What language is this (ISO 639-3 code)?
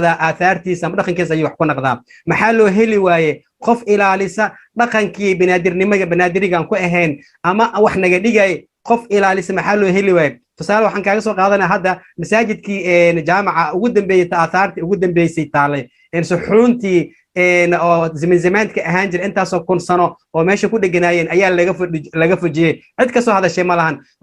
som